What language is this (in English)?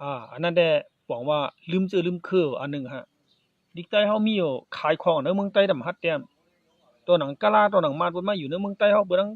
Shan